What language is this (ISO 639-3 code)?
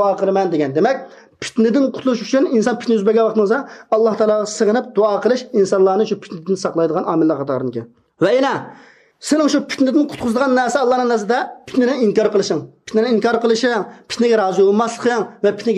uig